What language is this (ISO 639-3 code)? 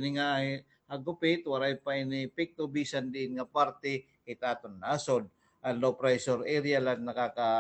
war